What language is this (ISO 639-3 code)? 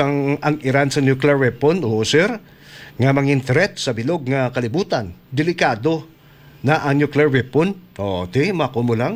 hil